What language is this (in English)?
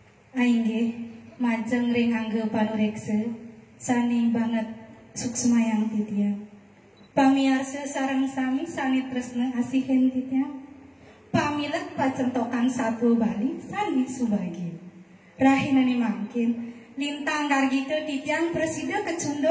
Balinese